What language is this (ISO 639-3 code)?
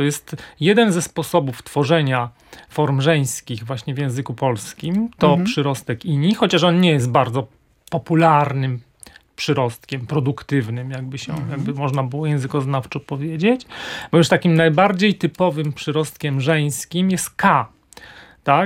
pol